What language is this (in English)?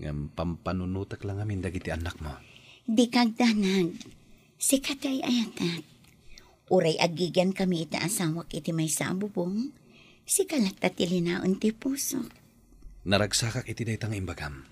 Iloko